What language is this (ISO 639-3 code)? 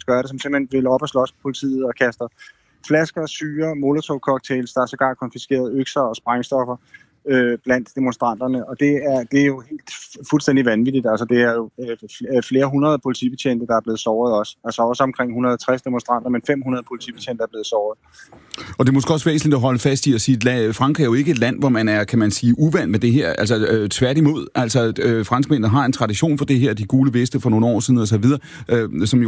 dan